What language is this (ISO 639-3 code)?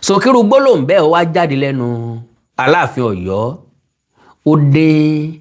yor